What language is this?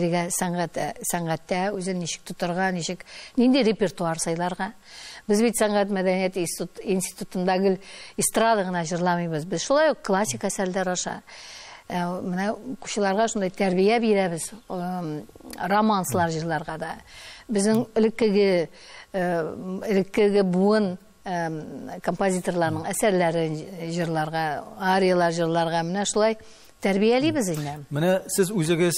Tatar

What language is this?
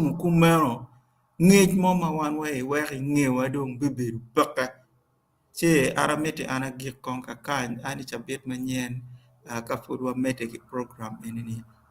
Acoli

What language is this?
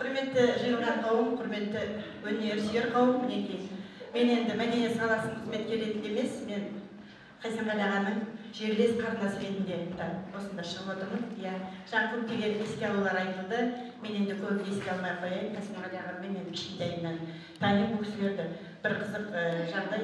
Kazakh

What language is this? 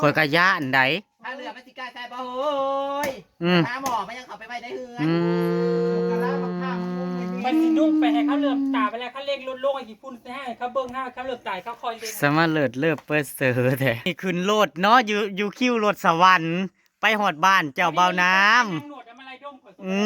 Northeastern Thai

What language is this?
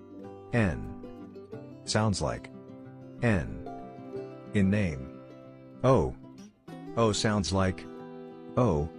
Tswana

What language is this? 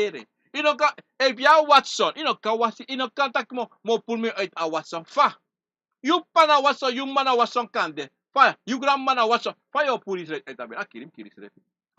Sranan Tongo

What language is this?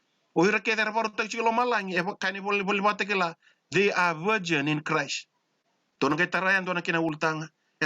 Fijian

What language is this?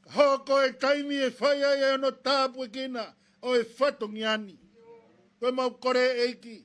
Tongan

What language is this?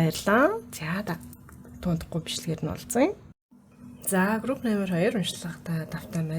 Mongolian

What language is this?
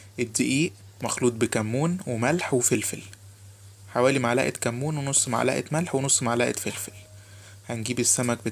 Egyptian Arabic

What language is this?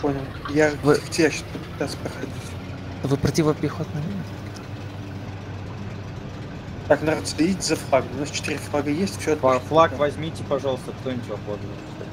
Russian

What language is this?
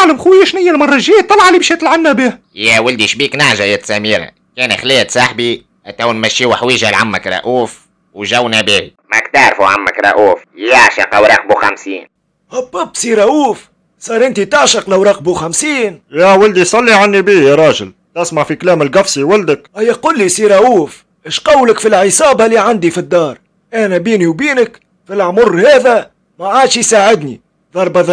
Tunisian Arabic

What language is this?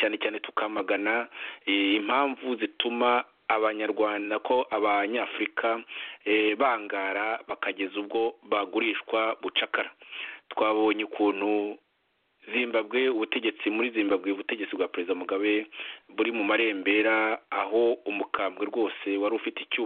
Kinyarwanda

